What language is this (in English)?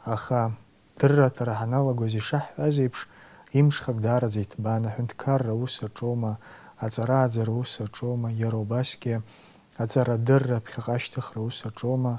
Abkhazian